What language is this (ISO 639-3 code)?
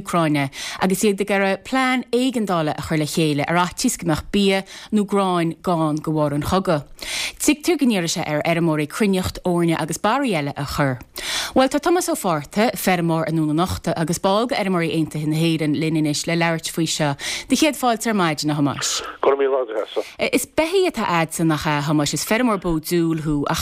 gle